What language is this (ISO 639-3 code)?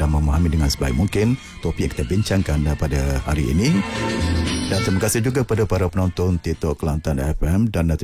msa